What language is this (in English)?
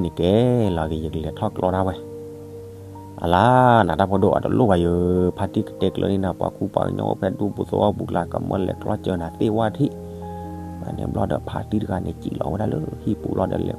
S'gaw Karen